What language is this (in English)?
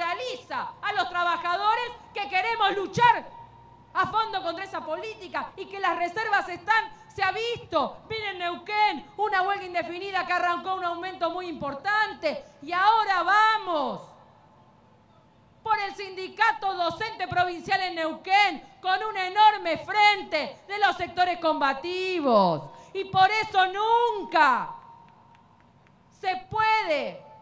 Spanish